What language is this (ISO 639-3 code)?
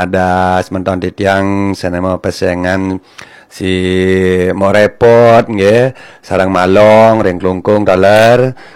ban